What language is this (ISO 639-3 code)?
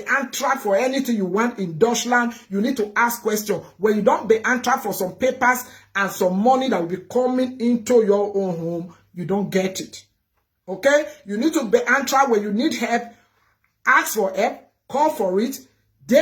pcm